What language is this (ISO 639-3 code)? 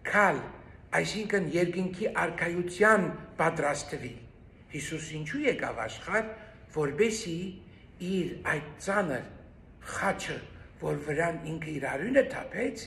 hyw